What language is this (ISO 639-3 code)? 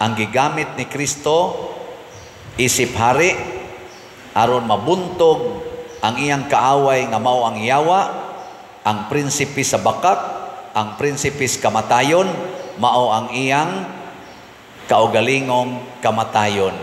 ceb